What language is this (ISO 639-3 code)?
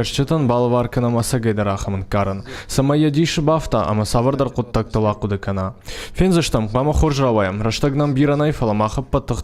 oss